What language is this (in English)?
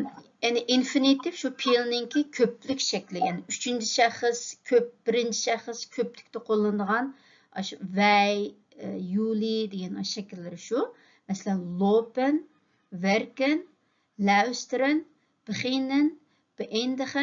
Uyghur